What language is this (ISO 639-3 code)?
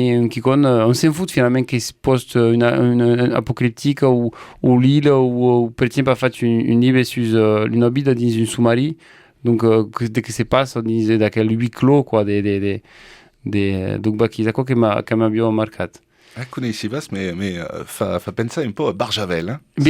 oci